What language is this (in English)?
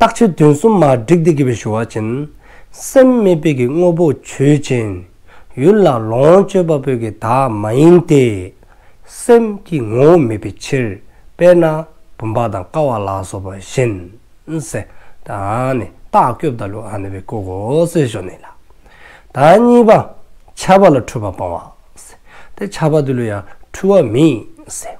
Dzongkha